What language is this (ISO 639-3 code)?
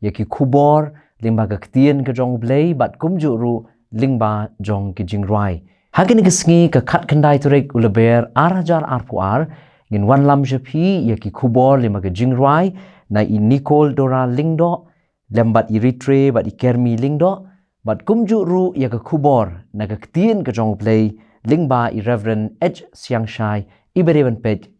kha